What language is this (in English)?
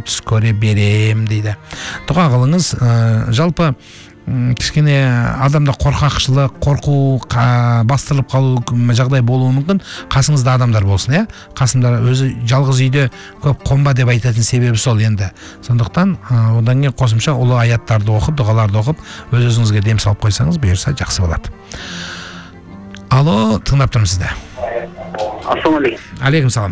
Kazakh